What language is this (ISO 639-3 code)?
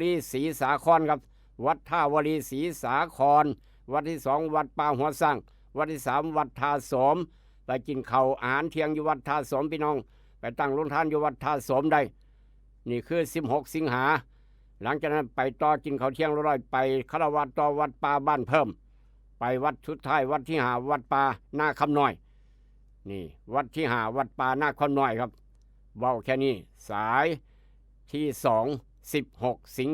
tts